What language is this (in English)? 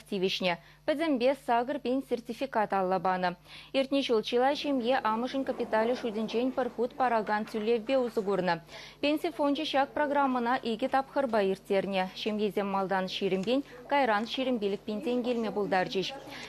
Chuvash